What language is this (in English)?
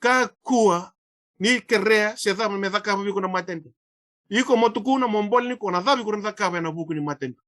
Fijian